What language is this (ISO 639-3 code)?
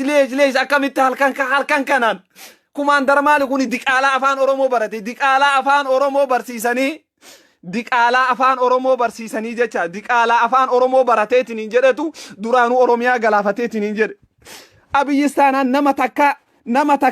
orm